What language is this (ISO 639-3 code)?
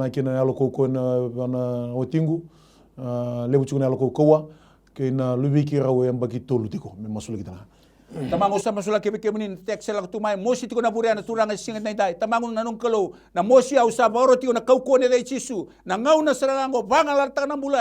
fij